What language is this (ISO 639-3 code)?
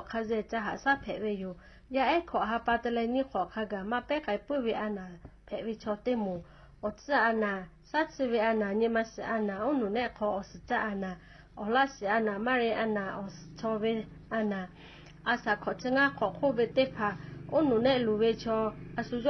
lhu